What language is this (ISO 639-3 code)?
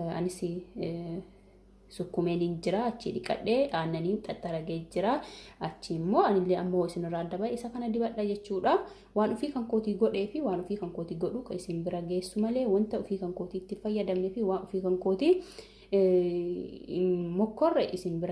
orm